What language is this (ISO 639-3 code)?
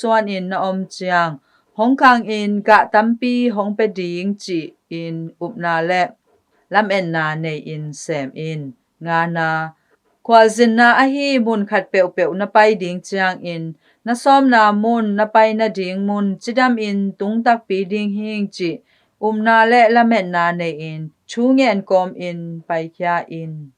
ctd